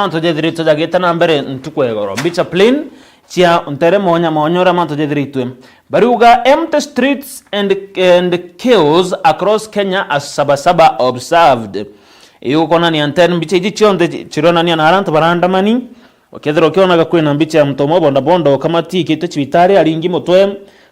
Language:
Meru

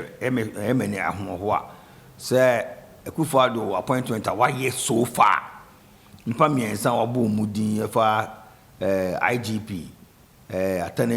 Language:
Akan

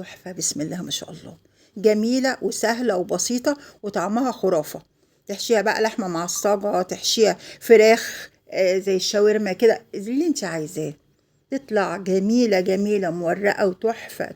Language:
Egyptian Arabic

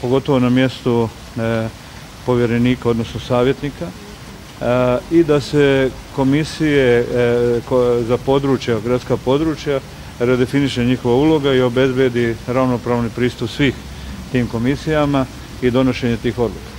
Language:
Bosnian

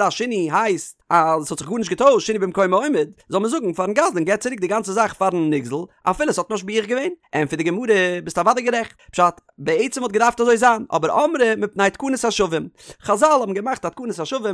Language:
Yiddish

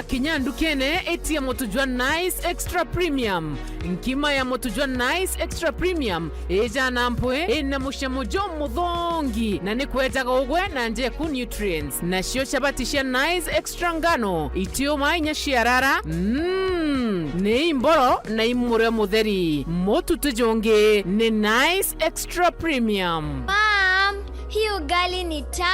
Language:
Meru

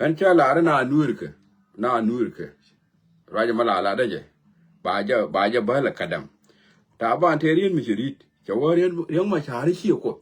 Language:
Nuer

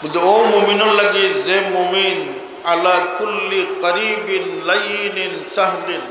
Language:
Sylheti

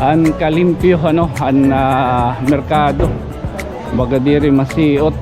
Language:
Waray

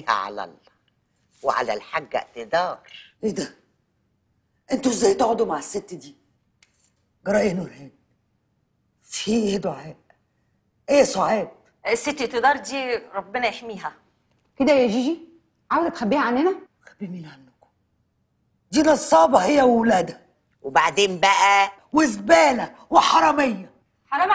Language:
Egyptian Arabic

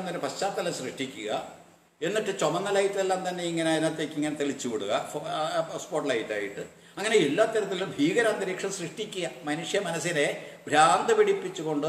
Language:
Malayalam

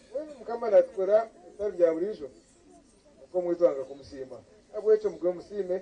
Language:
Nyankole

